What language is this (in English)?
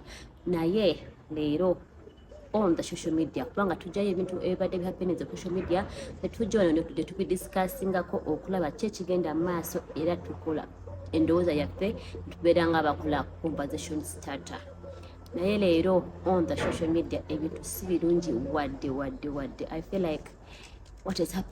Ganda